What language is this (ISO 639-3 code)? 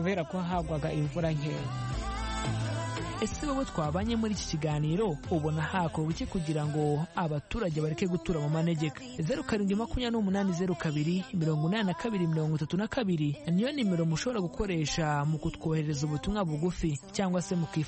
kin